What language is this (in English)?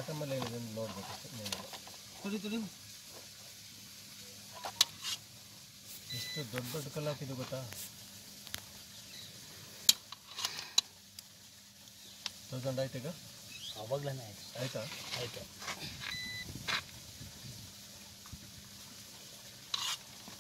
Kannada